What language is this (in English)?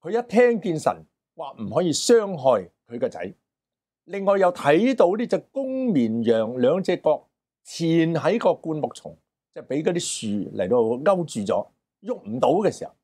Cantonese